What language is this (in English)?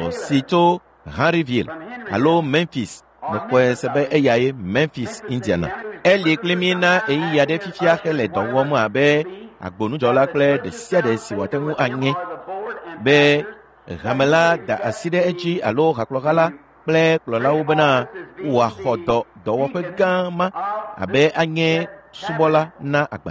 Ewe